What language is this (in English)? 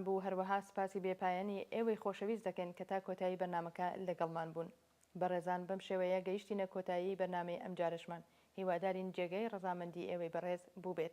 Central Kurdish